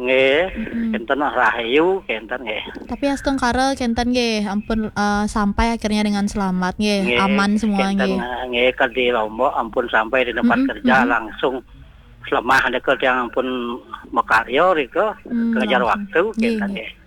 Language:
Balinese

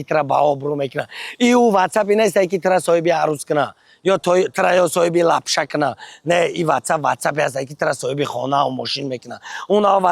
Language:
Tajik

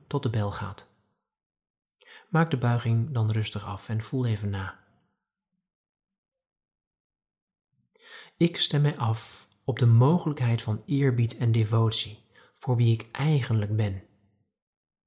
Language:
Dutch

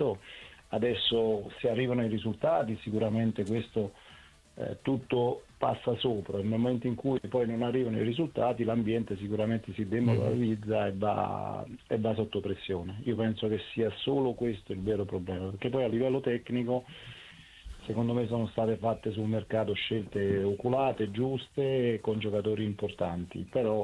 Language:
Italian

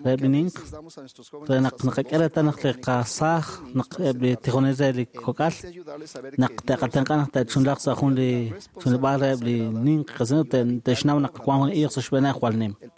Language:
Kekchí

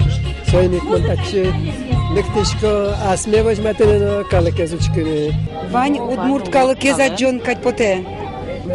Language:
Udmurt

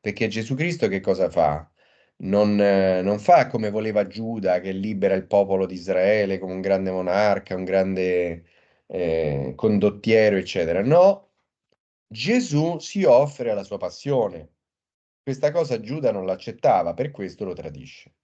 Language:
Italian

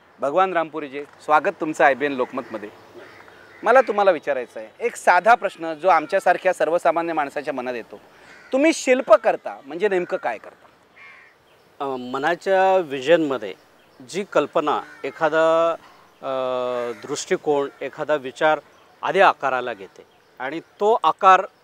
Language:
Marathi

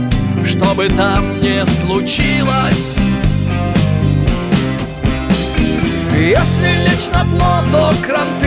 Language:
Russian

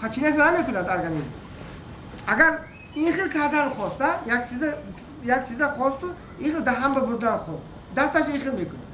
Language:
Tajik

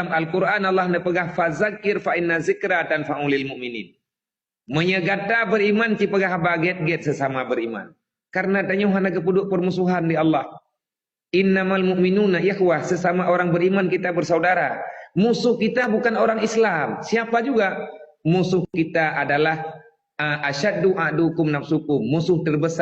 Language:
Achinese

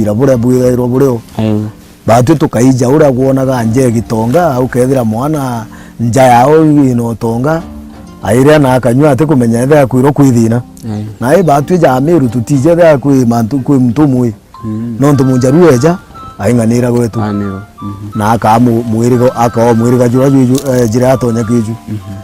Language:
Meru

